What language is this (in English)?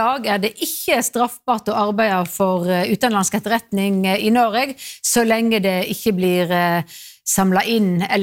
Norwegian